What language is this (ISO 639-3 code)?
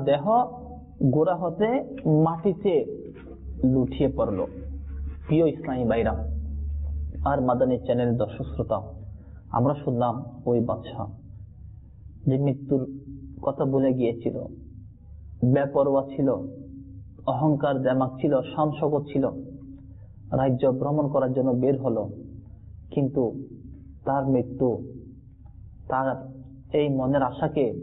ben